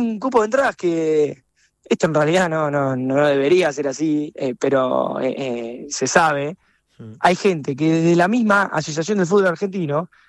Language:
Spanish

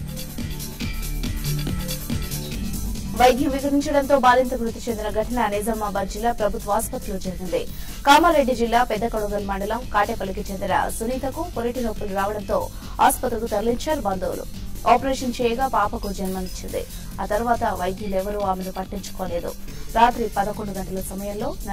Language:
Telugu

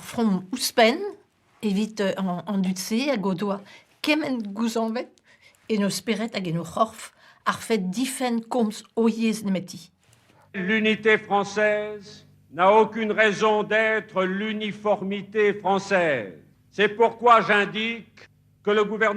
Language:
Breton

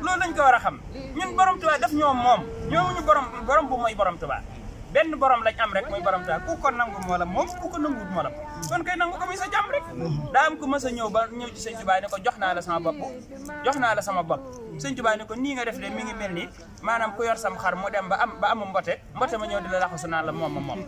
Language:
Wolof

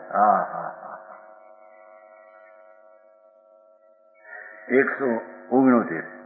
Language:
Gujarati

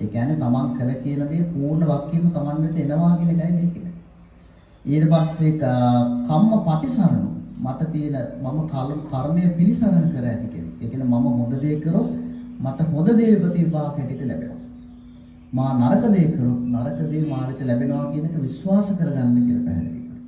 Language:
Sinhala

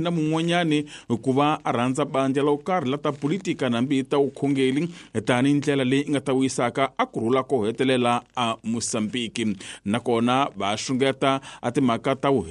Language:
Tsonga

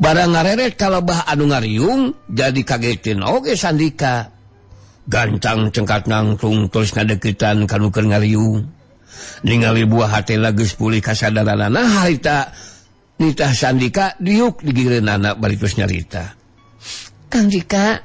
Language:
Sundanese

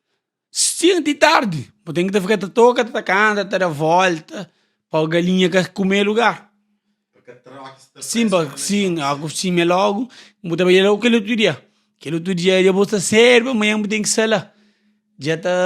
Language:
Kabuverdianu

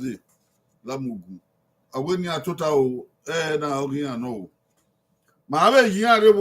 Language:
Bini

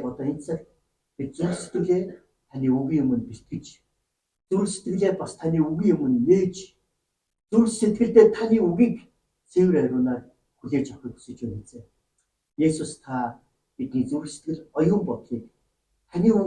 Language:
Mongolian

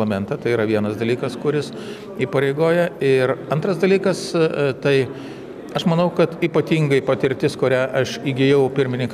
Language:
Lithuanian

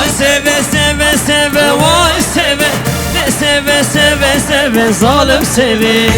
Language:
Kurdish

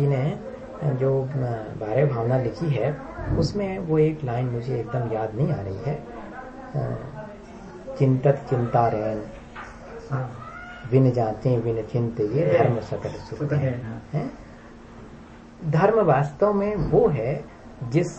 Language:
Hindi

